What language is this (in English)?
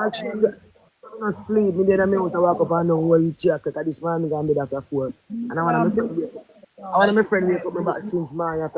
Jamaican Creole English